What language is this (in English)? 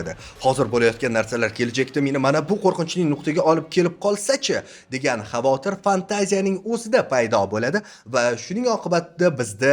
Uzbek